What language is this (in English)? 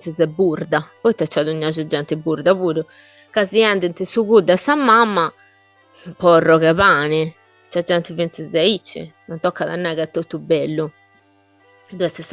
Sardinian